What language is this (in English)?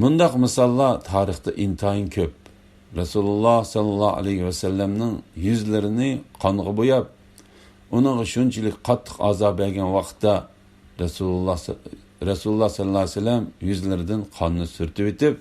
Uyghur